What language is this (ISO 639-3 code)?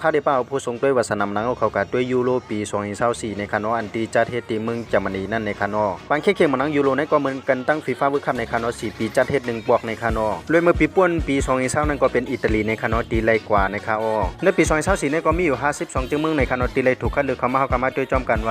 shn